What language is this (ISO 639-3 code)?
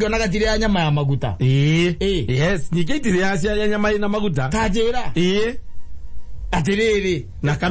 kik